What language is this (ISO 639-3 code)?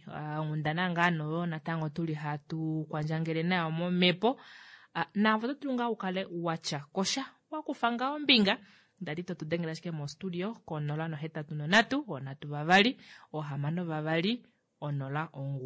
kua